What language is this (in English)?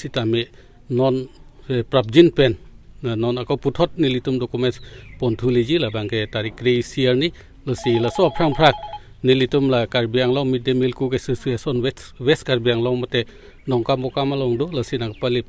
Karbi